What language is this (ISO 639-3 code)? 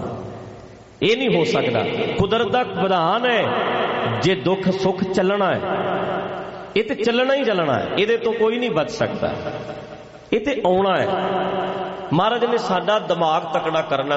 pan